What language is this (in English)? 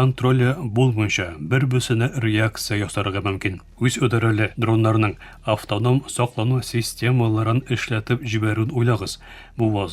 Tatar